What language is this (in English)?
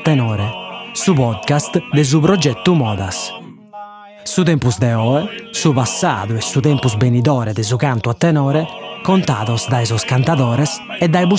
Sardinian